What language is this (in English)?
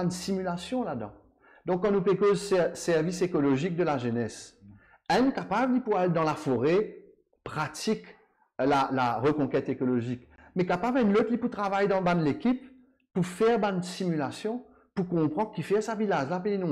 Morisyen